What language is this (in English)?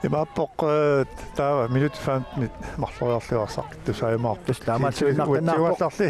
Kalaallisut